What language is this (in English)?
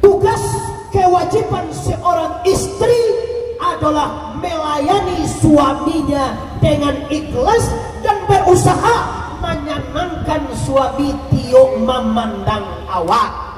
Minangkabau